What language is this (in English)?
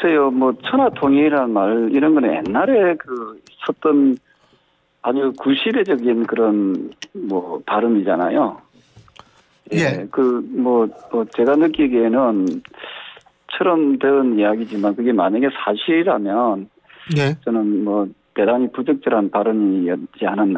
Korean